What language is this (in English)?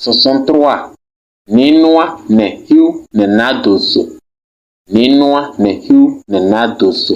Kabiyè